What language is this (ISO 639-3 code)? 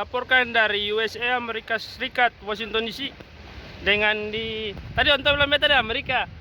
abs